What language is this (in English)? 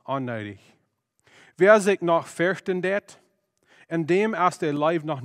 Plautdietsch